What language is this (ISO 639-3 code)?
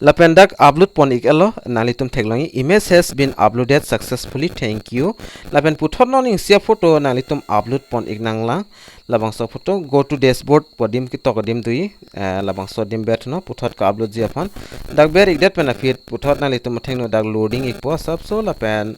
mjw